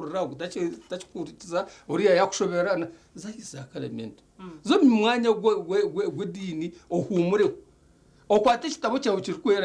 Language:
Nyankole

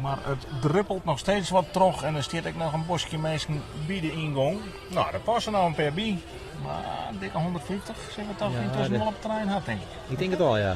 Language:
Western Frisian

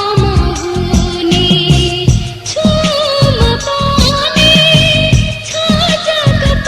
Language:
Newari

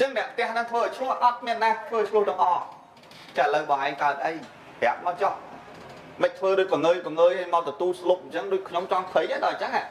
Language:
Khmer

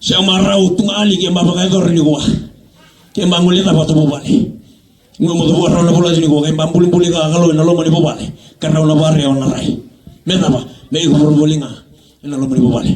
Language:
Fijian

